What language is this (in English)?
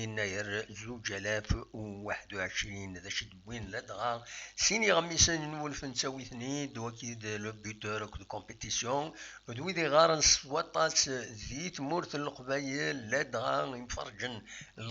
Kabyle